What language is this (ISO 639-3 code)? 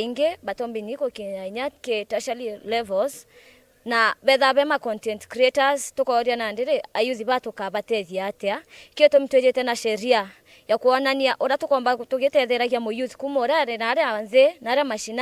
mer